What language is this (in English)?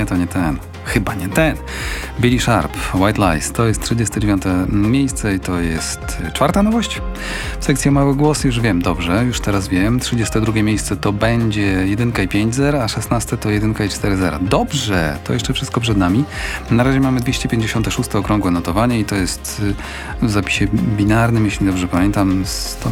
Polish